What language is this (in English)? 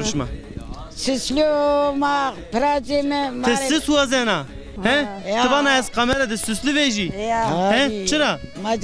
Zaza